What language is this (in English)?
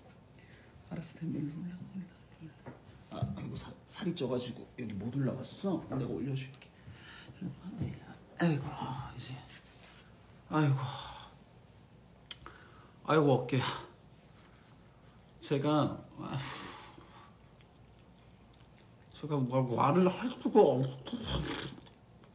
Korean